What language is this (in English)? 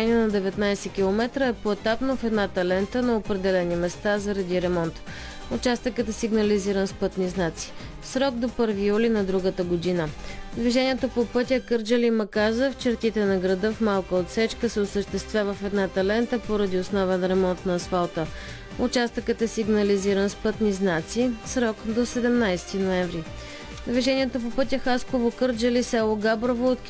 Bulgarian